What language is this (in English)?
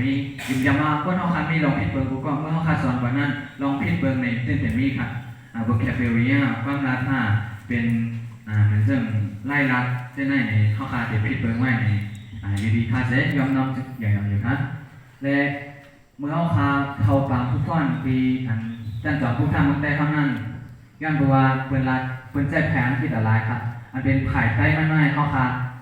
Shan